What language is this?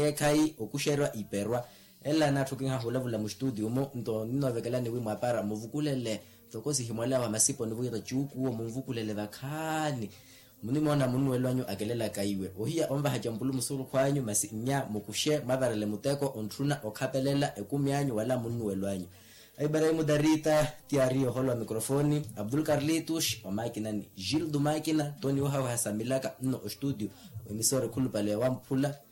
Makhuwa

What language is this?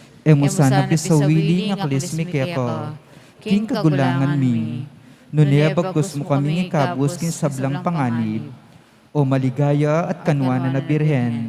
Pampanga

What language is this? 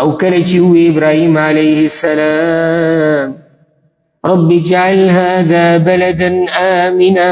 Pashto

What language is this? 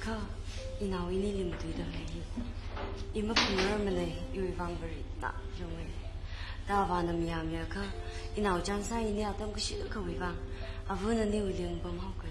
Tangkhul Naga (India)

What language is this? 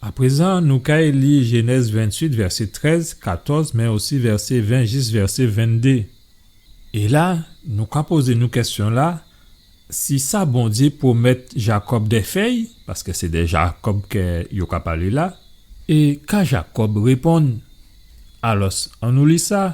Guadeloupean Creole French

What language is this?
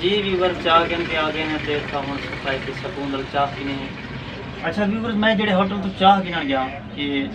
Saraiki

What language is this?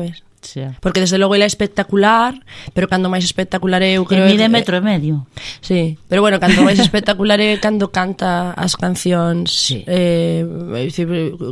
Galician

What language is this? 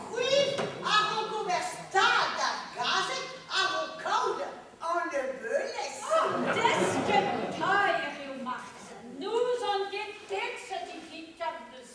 Breton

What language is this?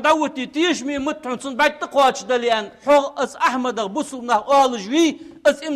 Ingush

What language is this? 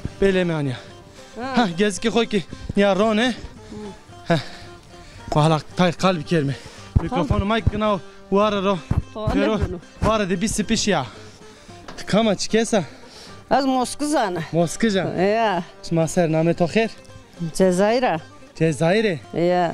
Zaza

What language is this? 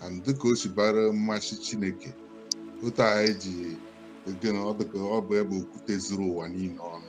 Igbo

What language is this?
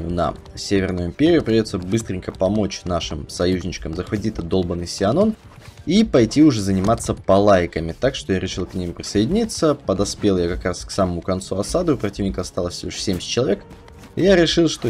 Russian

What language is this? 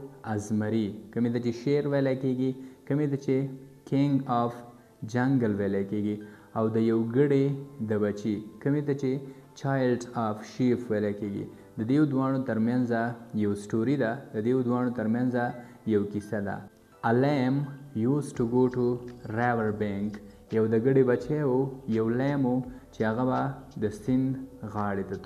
Pashto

